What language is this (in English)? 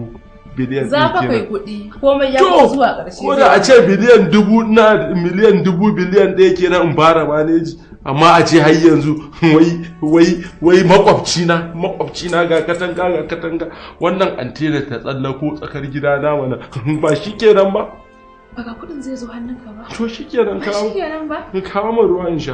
Hausa